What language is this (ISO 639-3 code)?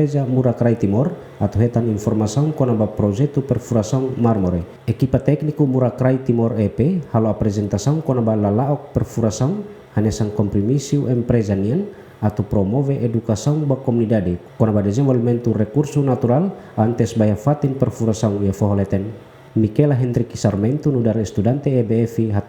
tet